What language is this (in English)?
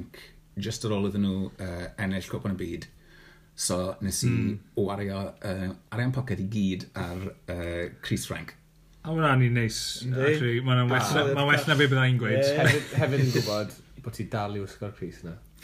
Welsh